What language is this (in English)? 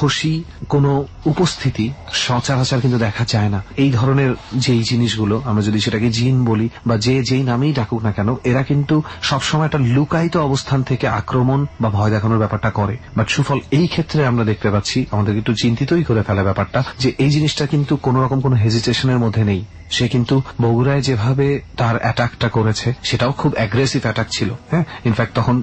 Bangla